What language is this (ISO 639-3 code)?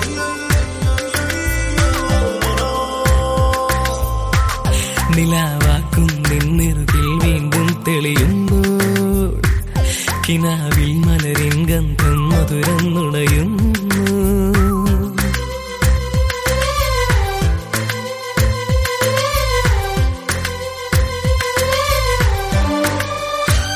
mal